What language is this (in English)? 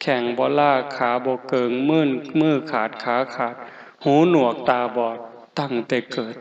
Northeastern Thai